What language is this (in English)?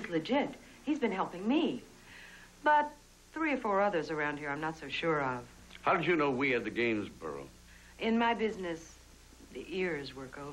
English